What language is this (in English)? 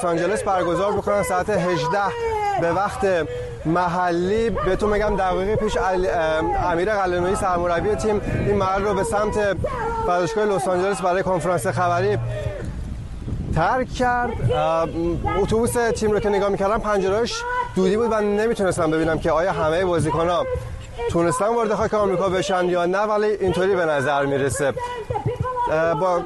Persian